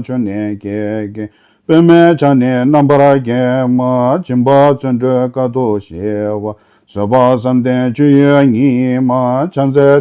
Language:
Tibetan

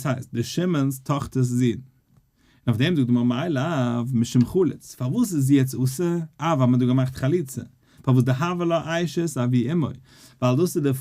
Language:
Yiddish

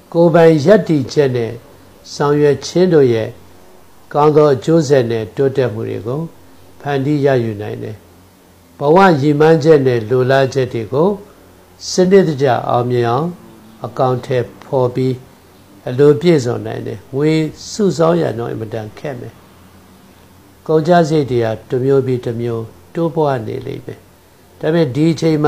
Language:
Burmese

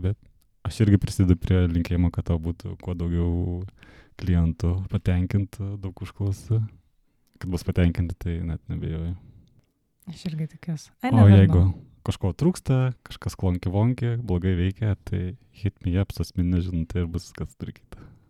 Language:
Lithuanian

